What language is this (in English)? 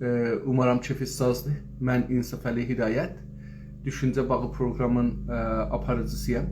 South Azerbaijani